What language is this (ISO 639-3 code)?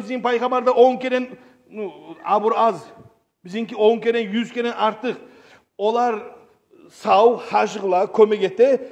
kum